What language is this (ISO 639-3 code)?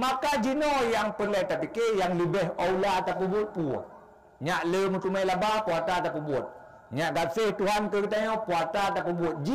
ace